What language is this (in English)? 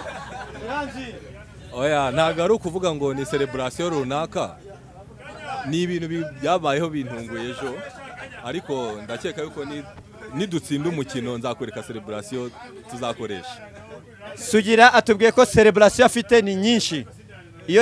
Kinyarwanda